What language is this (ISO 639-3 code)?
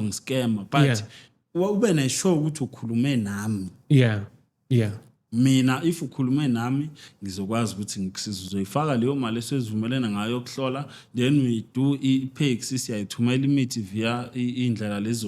zul